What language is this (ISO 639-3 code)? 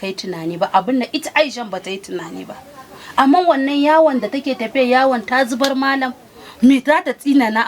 hau